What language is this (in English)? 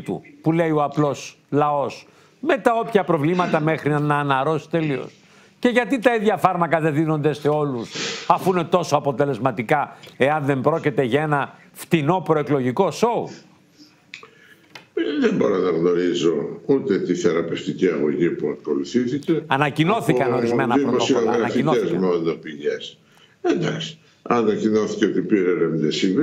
Greek